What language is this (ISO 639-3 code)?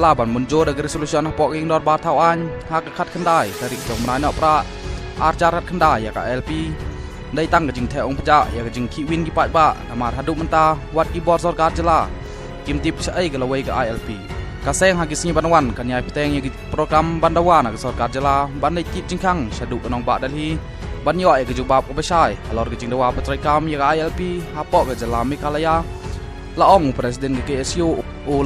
kha